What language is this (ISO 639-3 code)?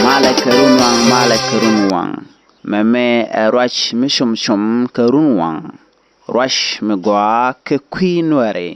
nus